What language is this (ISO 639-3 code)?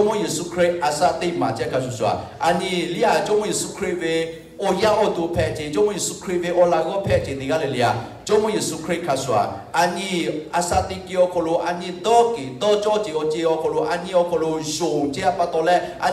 lhu